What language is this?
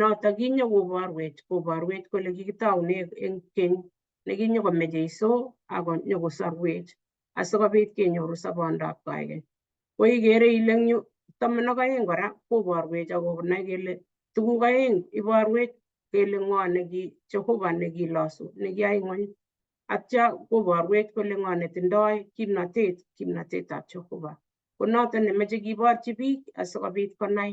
Kalenjin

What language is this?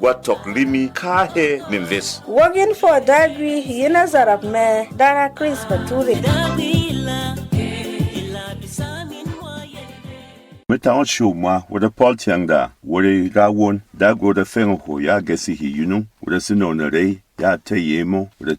Berom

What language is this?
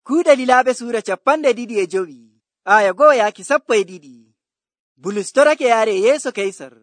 Nigerian Fulfulde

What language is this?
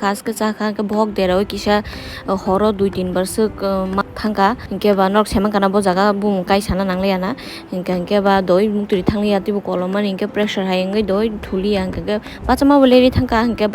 Kok Borok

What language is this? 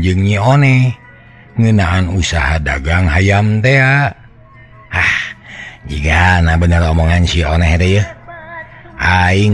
Sundanese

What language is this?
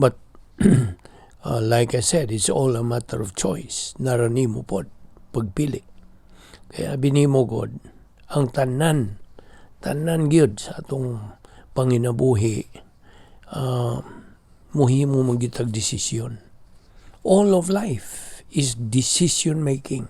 Cebuano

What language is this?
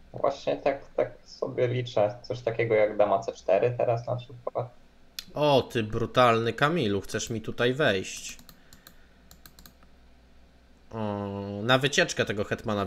Polish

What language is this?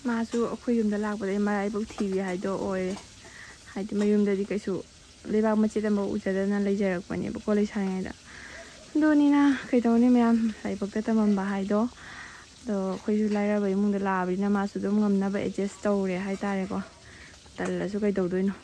Manipuri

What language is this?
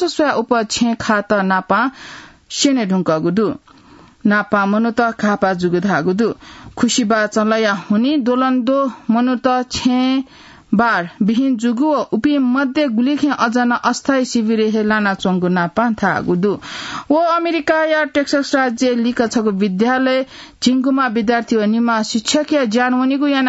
Newari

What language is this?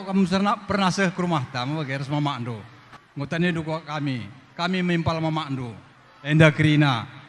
Batak Karo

